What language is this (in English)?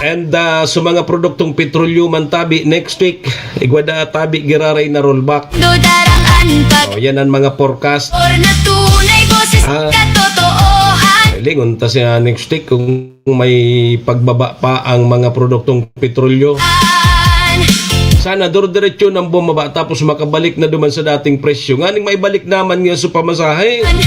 Bikol